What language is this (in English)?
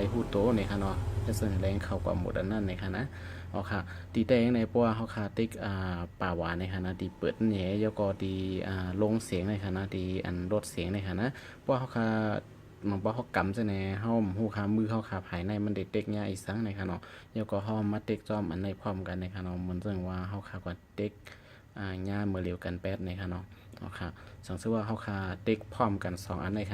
Shan